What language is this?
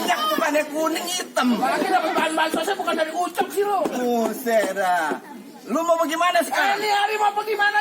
Betawi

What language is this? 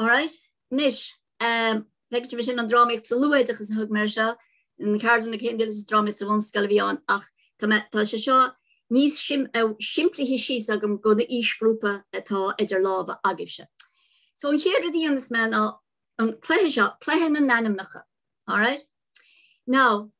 Irish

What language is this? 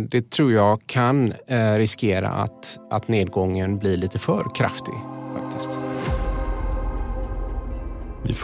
Swedish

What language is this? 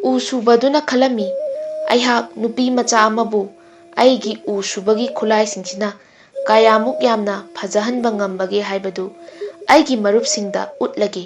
Manipuri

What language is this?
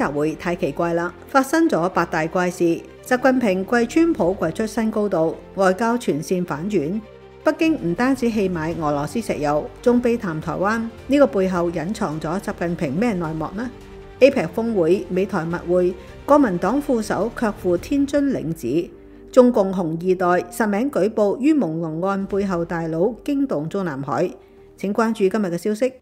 Cantonese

